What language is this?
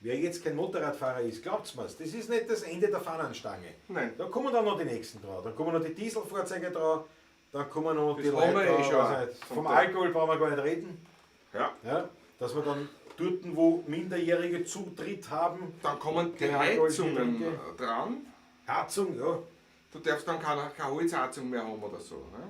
Bavarian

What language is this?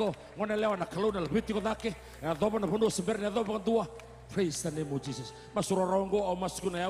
Fijian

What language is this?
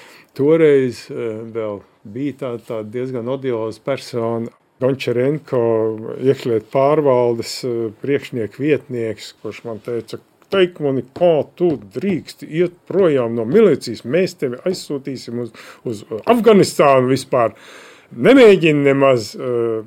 Latvian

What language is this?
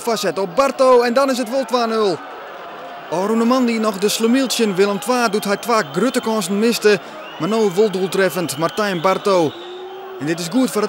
Western Frisian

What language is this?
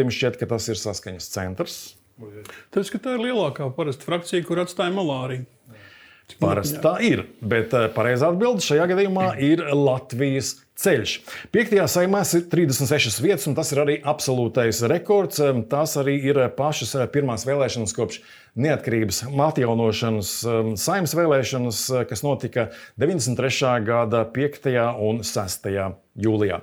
Latvian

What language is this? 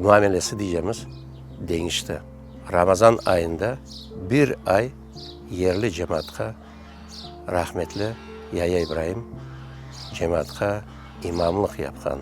Crimean Tatar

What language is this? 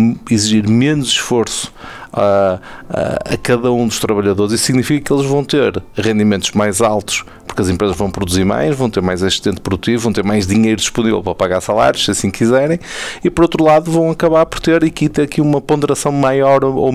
Portuguese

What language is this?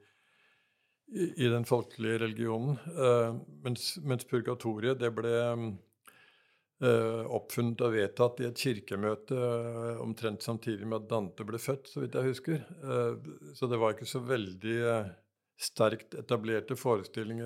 Norwegian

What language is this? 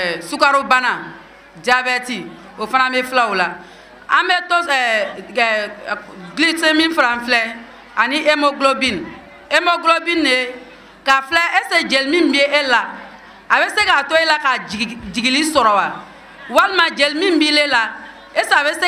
Bambara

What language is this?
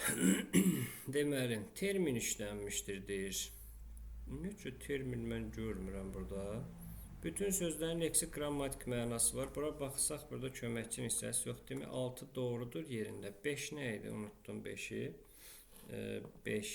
Azerbaijani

